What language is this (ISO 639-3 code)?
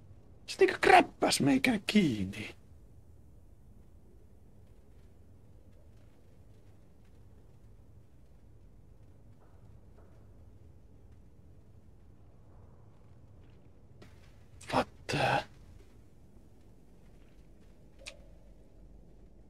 fin